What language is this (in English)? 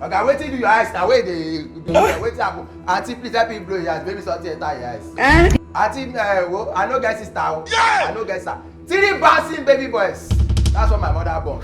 Nigerian Pidgin